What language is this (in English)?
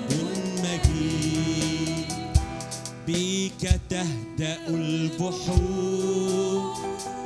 Arabic